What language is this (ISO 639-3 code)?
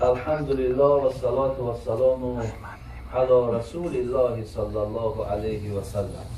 tgk